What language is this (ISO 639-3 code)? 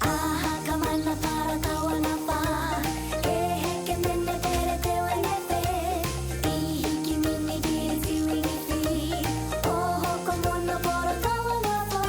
mri